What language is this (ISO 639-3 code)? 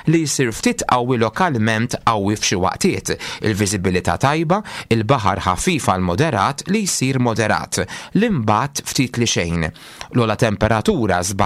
mlt